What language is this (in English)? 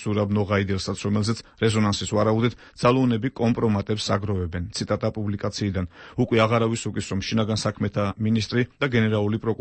Georgian